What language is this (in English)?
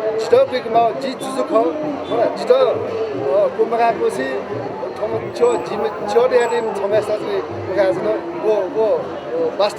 Newari